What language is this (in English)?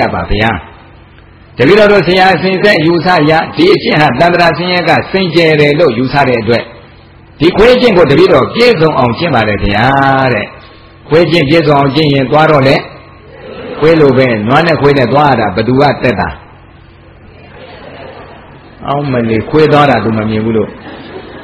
Burmese